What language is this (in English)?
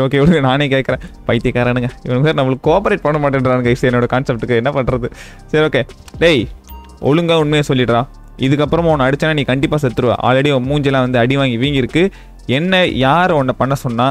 Tamil